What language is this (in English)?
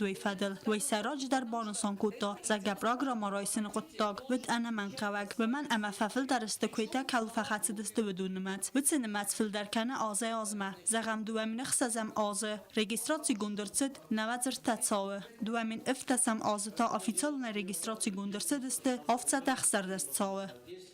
Ossetic